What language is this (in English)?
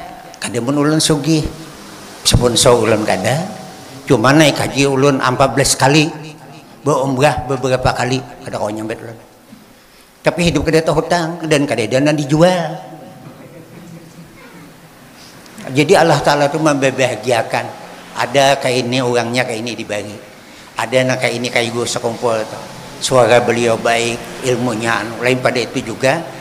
Banjar